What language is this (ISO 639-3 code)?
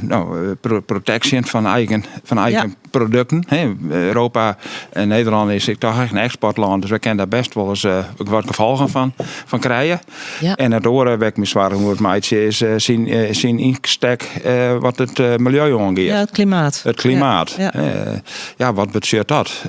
fry